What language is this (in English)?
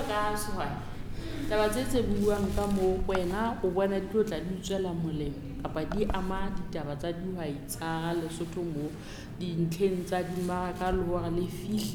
Southern Sotho